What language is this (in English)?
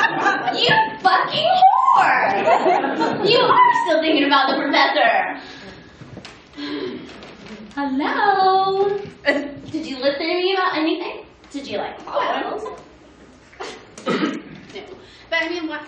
English